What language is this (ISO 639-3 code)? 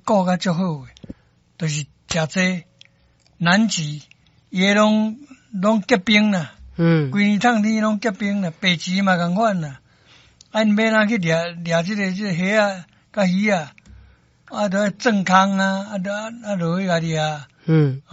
nan